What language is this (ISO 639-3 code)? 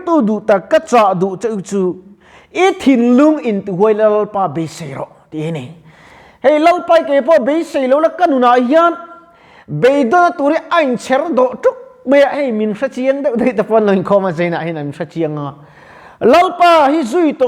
lus